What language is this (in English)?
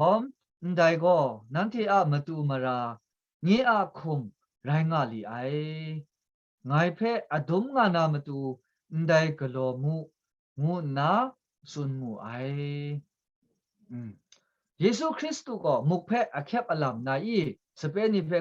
Kachin